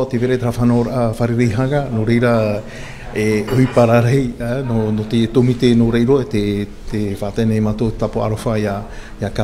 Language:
Tahitian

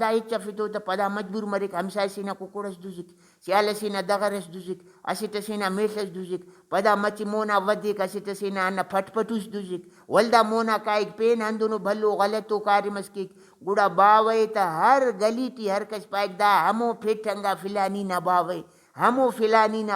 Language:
Brahui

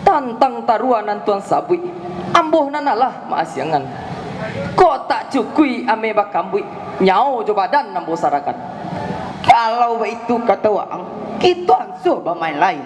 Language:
Minangkabau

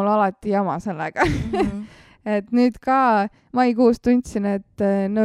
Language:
Estonian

